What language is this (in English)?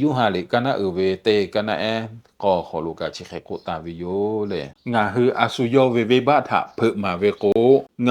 Lahu